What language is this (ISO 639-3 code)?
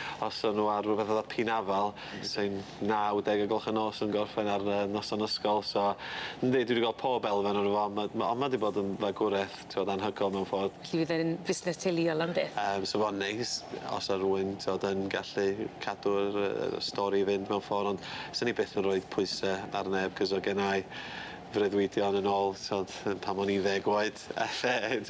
cym